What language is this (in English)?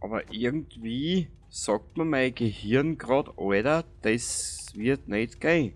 Bavarian